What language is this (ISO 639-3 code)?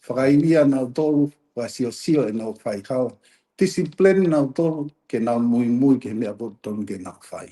ton